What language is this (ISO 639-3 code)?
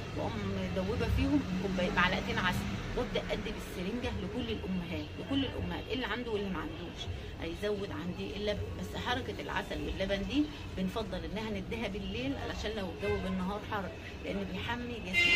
arz